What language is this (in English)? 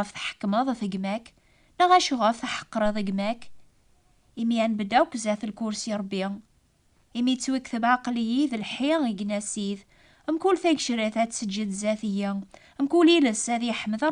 Kabyle